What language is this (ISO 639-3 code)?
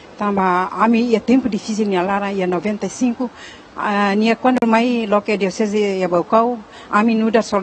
tet